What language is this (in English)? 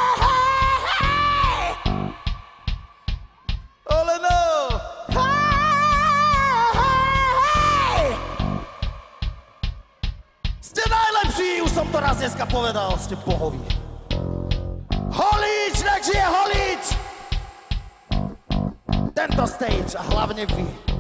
Slovak